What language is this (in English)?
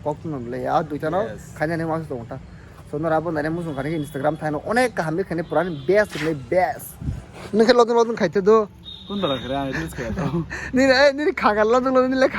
Kok Borok